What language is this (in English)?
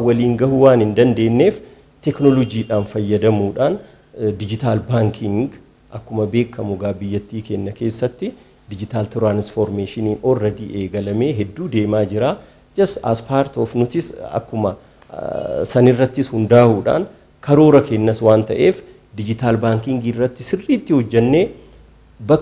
Oromo